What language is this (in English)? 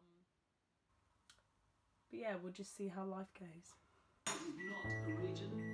English